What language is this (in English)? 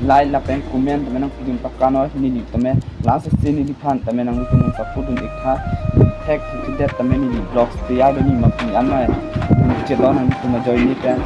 Karbi